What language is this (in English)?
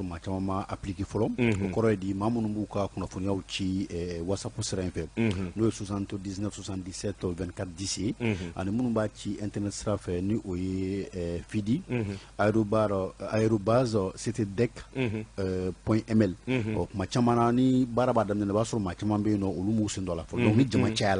Bambara